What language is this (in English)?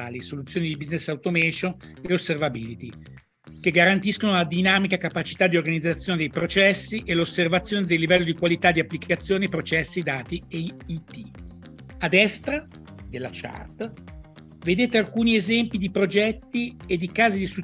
Italian